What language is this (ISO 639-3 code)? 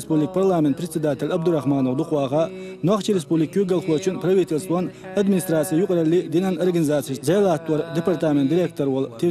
che